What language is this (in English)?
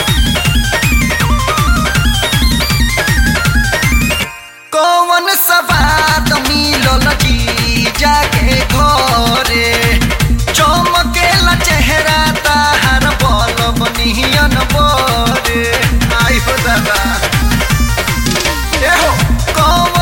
Bhojpuri